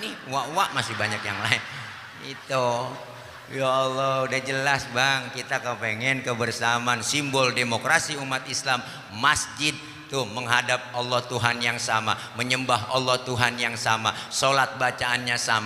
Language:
Betawi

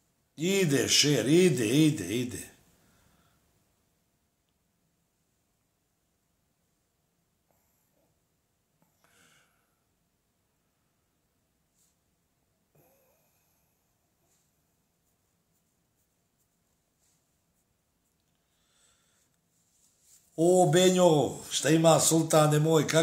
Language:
Bosnian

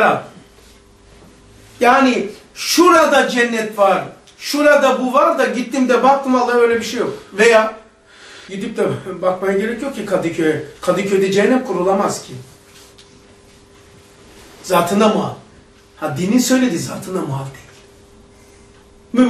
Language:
Turkish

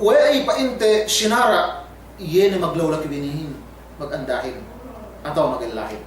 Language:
Yakan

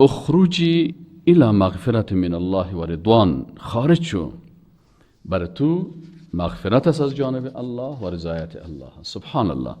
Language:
Persian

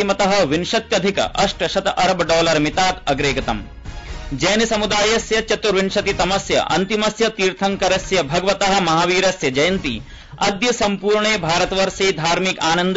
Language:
Sanskrit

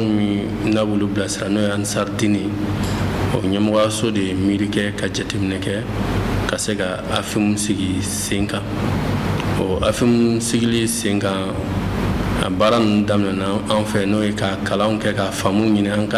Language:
Bambara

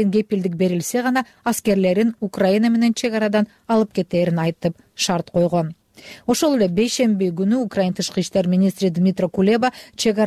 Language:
Kyrgyz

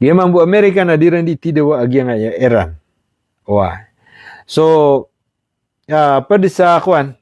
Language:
Maranao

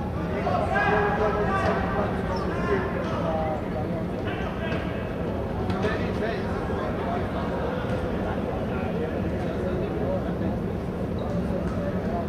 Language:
Croatian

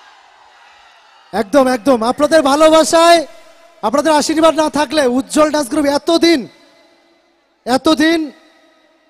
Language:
Bangla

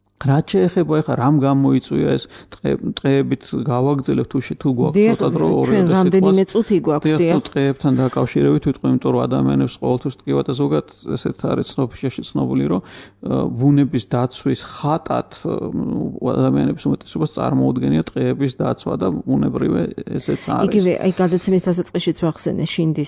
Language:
Georgian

